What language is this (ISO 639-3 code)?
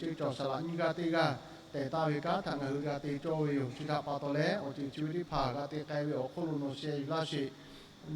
lhu